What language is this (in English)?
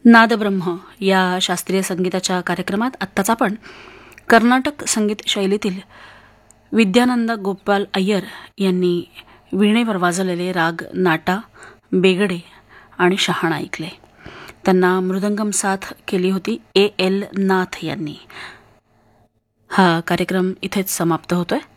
Marathi